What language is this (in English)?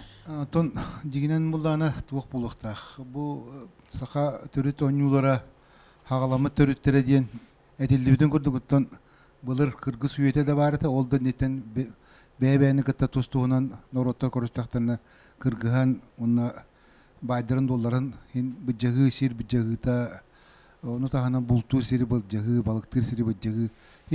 Yakut